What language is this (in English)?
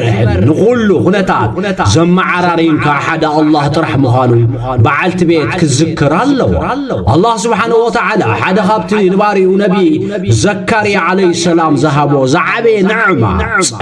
Tigrinya